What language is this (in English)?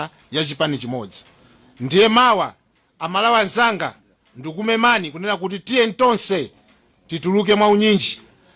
Nyanja